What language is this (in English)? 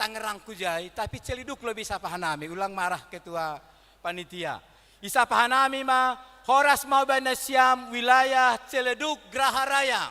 Batak Simalungun